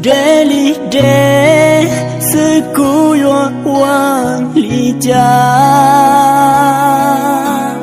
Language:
Hmong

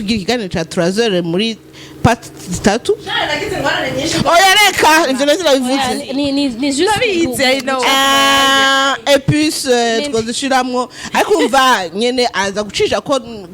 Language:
Rundi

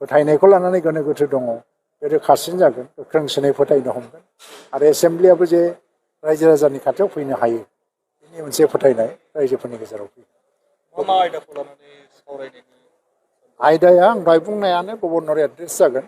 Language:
Bodo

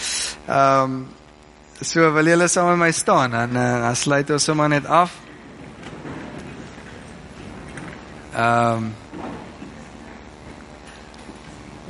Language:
Afrikaans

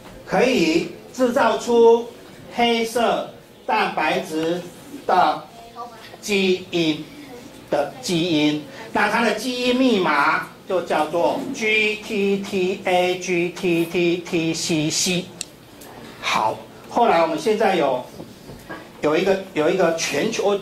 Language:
Chinese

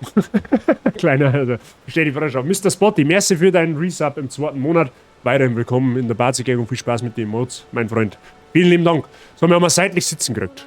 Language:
Bavarian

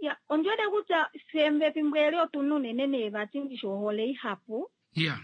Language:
Kuanyama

